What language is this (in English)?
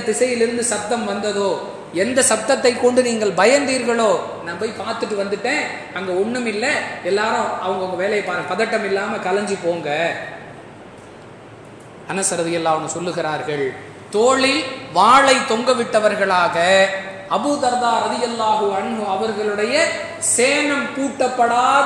Tamil